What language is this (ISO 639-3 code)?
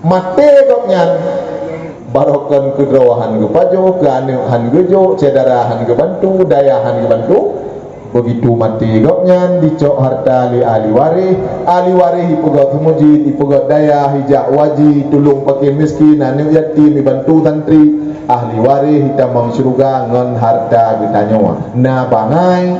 ace